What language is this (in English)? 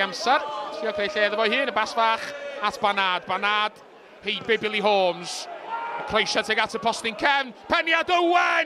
Welsh